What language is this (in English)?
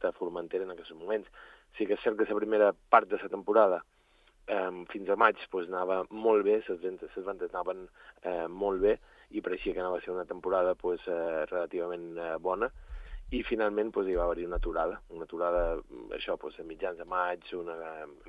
Catalan